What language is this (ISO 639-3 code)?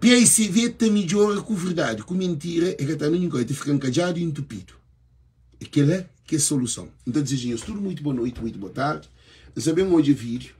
kea